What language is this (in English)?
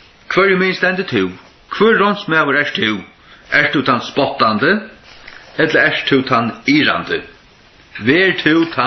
Faroese